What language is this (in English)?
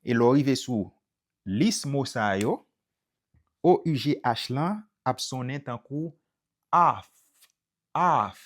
Haitian Creole